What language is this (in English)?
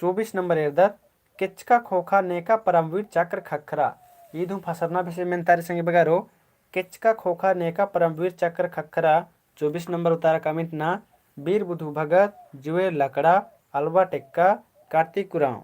Kurukh